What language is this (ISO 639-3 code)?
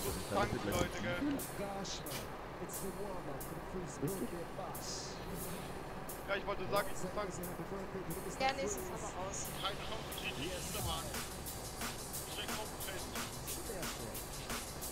deu